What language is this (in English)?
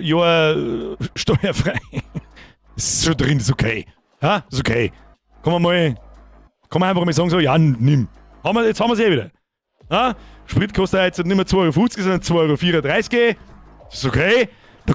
Bavarian